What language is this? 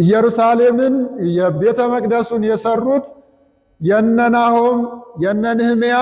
Amharic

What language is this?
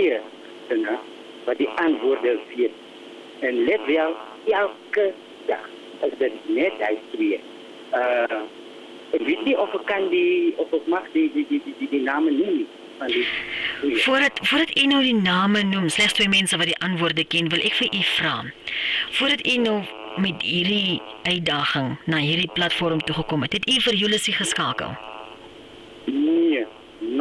Afrikaans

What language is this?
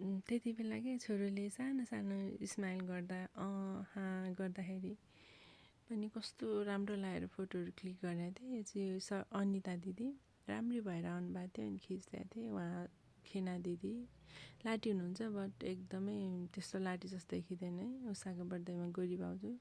Nepali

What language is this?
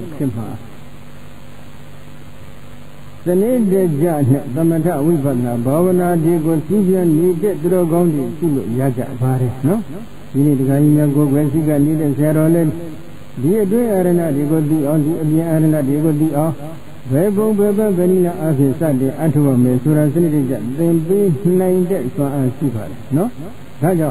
Burmese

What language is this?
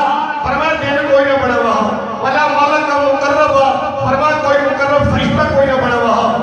Saraiki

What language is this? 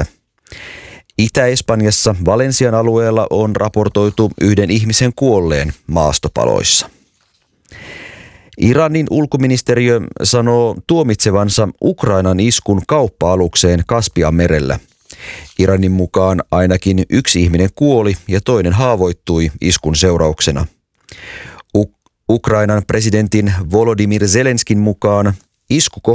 Finnish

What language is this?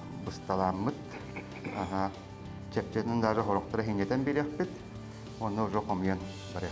Yakut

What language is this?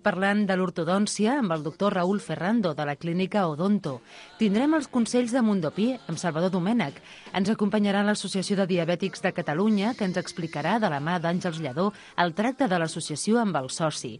Catalan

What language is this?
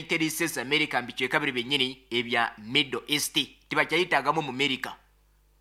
Nyoro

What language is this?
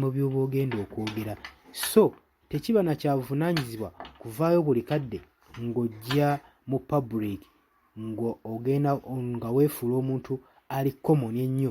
Ganda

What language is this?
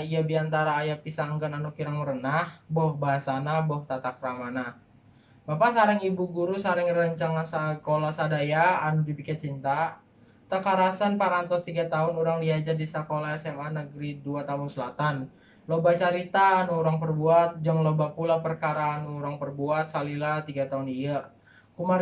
Sundanese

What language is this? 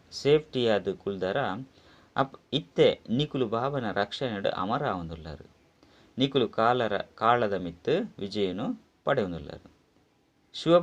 Tulu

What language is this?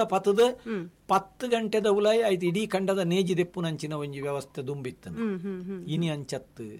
Tulu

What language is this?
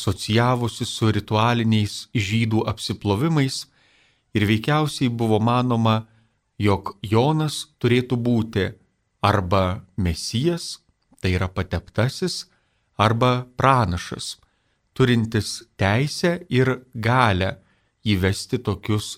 Lithuanian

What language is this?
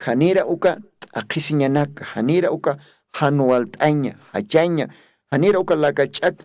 Aymara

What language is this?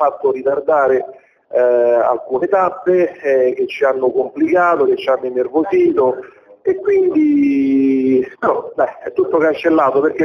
Italian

